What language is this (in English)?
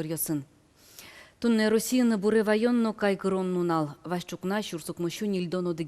Udmurt